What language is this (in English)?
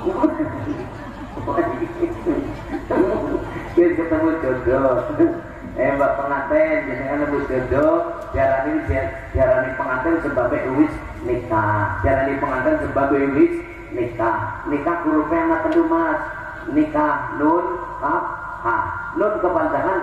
Javanese